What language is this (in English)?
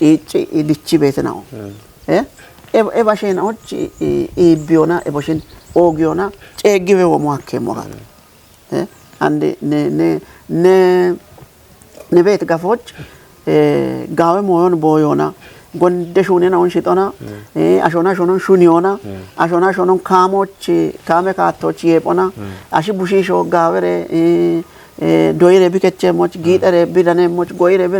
Kafa